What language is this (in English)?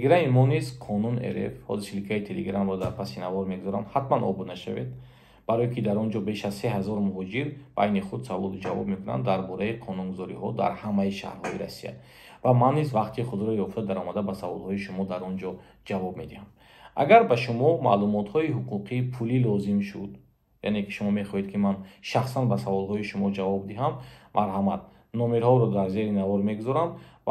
Tajik